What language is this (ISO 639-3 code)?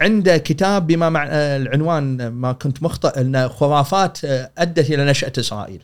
afb